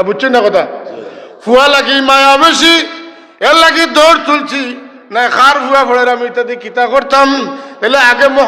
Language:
Sylheti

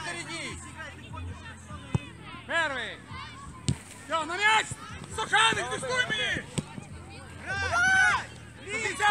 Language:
Ukrainian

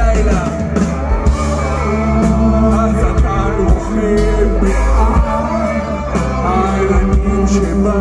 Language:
Hebrew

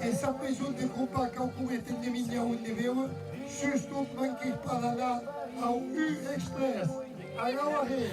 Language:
Occitan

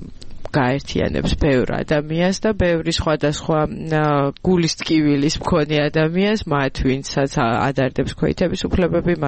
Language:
Georgian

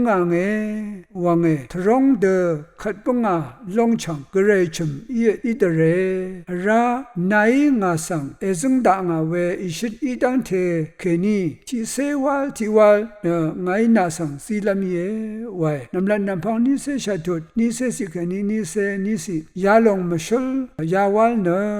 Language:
Rawang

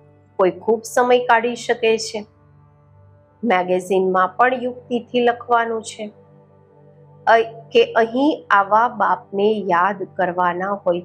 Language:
Gujarati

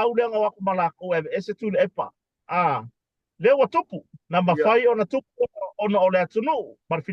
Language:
Samoan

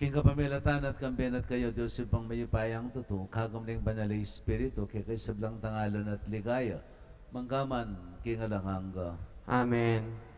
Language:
Pampanga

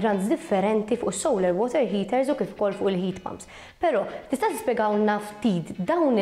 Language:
Maltese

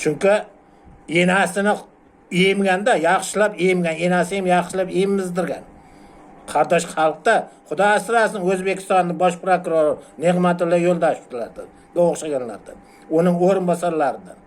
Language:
Uzbek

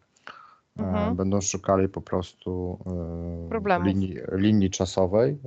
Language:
Polish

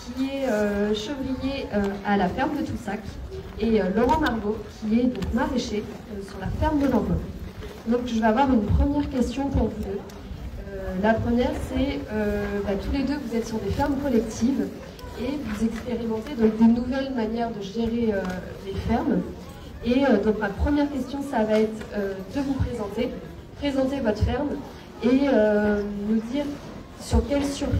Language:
French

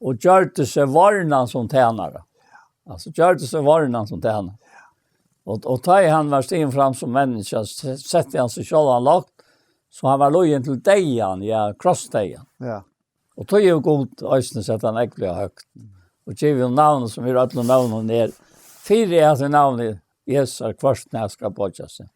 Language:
Faroese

